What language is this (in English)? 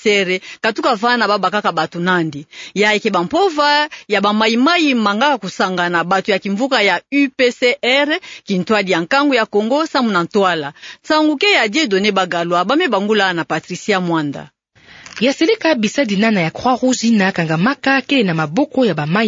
Kituba (Democratic Republic of Congo)